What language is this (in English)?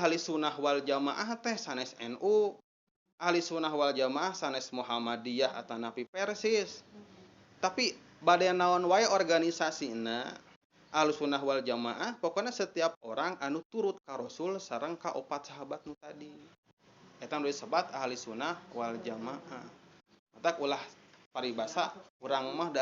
Sundanese